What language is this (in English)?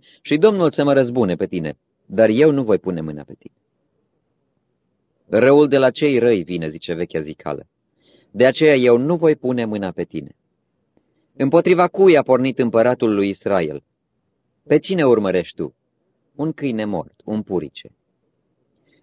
Romanian